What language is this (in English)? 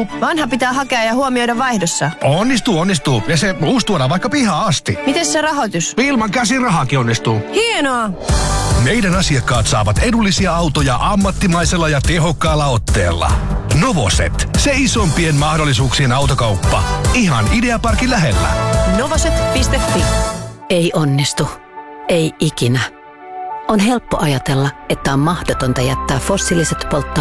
Finnish